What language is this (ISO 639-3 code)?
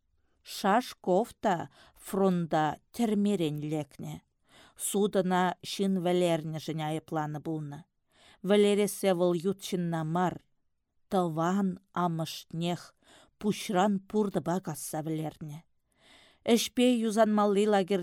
chv